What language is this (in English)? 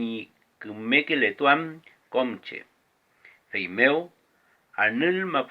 Mapuche